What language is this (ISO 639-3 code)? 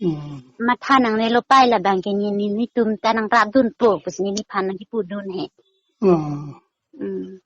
mjw